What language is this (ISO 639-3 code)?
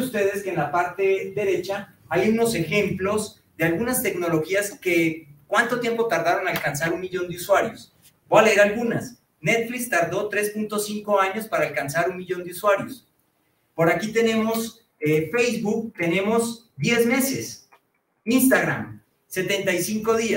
spa